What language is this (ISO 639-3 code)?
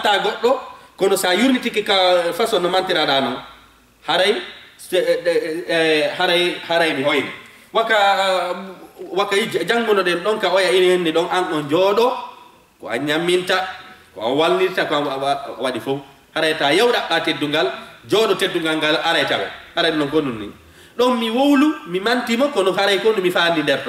ful